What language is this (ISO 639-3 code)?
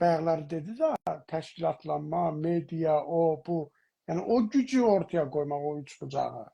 azb